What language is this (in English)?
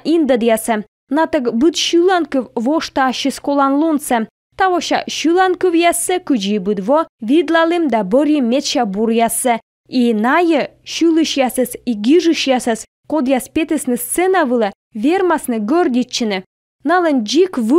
Komi